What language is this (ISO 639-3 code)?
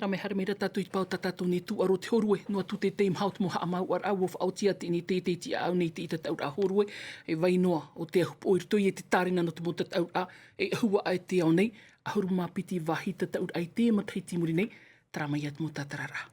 tah